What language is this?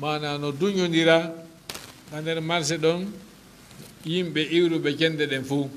Fula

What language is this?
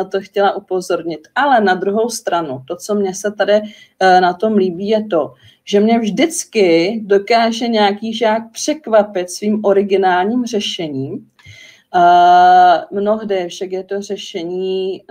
Czech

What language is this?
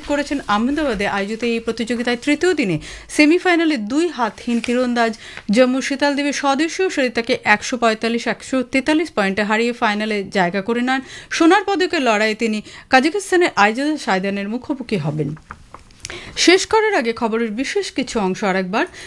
Bangla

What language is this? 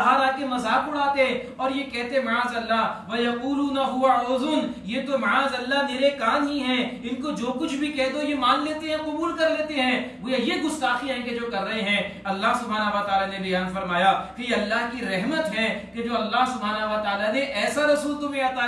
Urdu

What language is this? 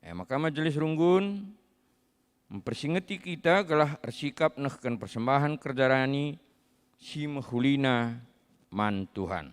Batak Karo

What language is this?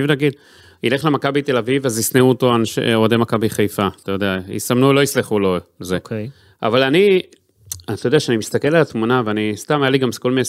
Hebrew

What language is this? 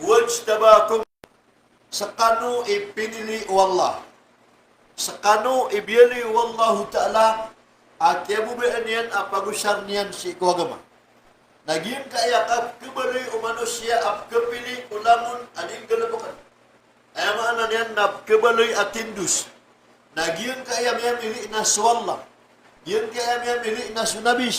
Maranao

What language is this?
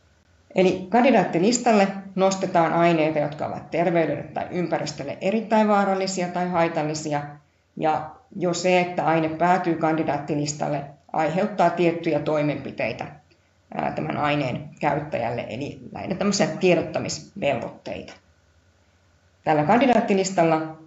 Finnish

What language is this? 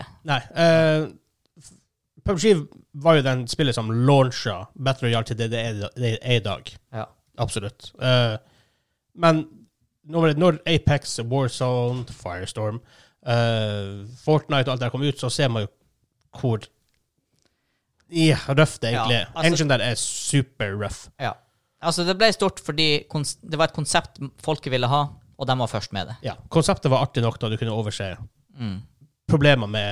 Norwegian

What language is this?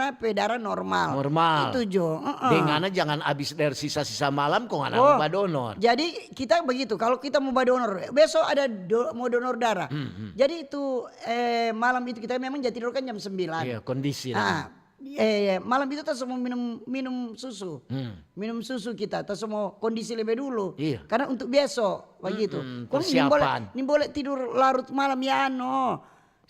Manado Malay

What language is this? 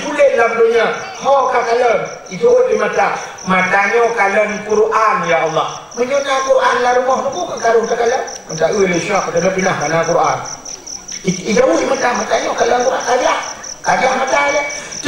Achinese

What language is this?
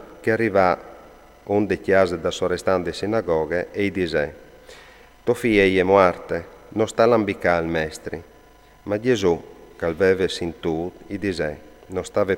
Friulian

